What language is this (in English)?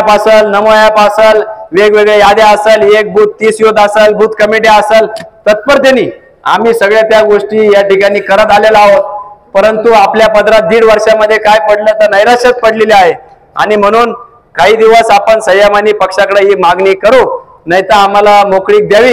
Marathi